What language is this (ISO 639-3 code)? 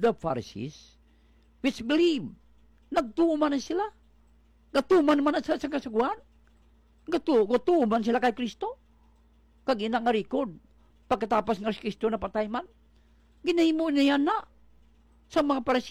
hil